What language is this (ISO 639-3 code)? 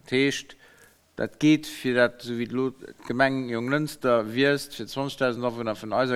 ltz